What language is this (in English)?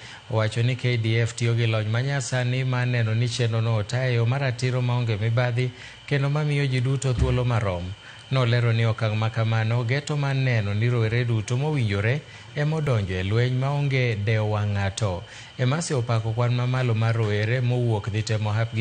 Luo (Kenya and Tanzania)